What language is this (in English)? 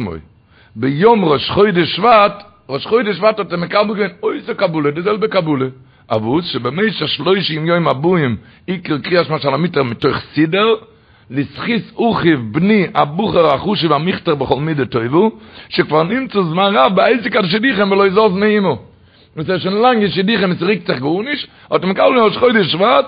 Yiddish